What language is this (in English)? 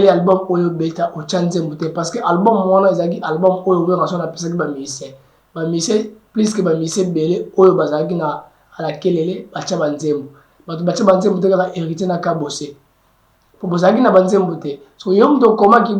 Lingala